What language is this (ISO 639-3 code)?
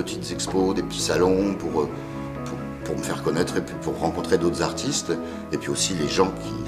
fra